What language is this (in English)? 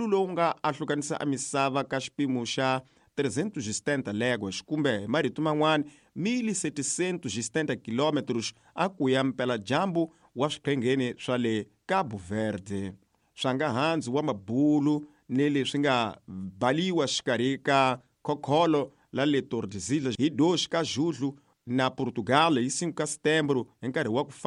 Tsonga